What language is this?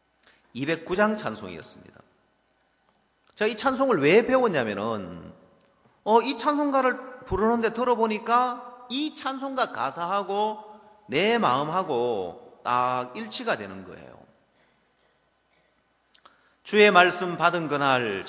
Korean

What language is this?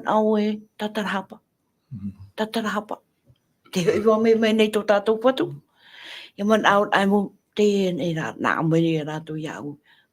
Tahitian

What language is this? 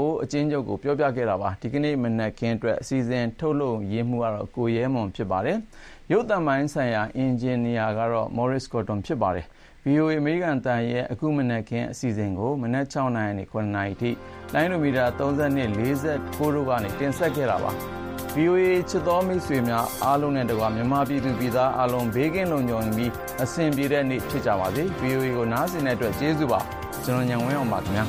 Burmese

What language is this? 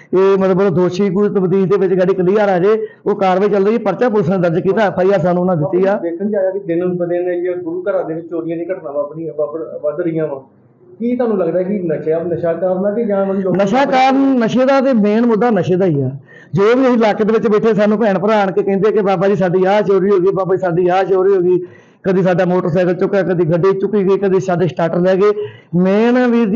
Punjabi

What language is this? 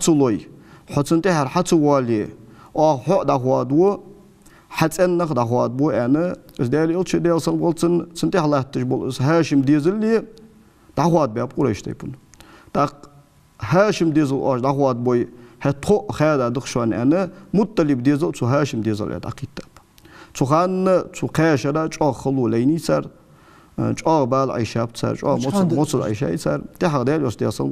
Ingush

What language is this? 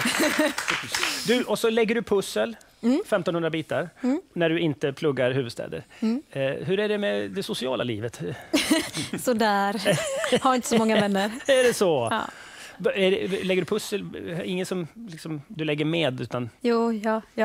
Swedish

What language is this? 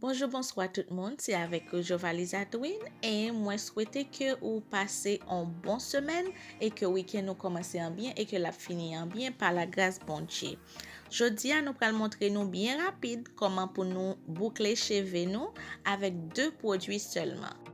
Haitian Creole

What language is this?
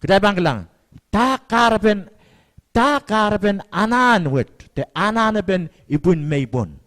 Pohnpeian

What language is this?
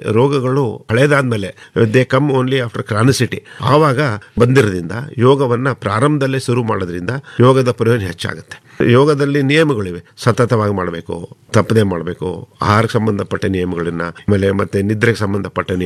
Kannada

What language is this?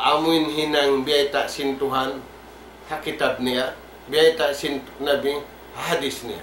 Tausug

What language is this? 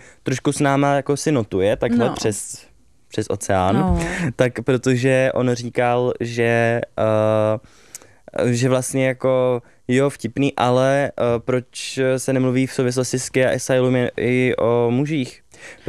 Czech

